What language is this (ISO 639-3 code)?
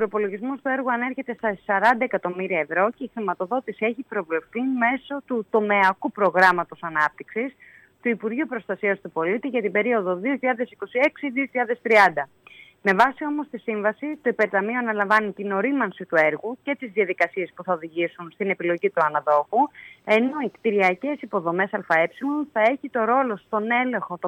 ell